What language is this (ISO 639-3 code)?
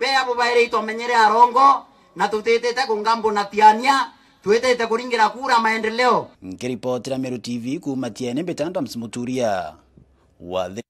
mer